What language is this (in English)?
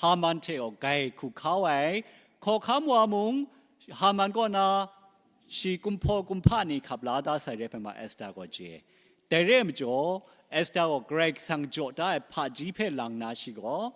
Kachin